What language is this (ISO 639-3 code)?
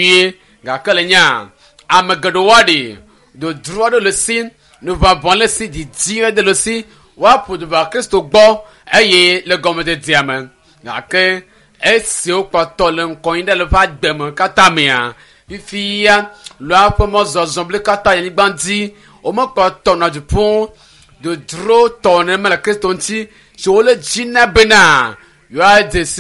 ewe